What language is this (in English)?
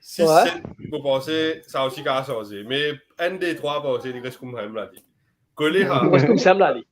Morisyen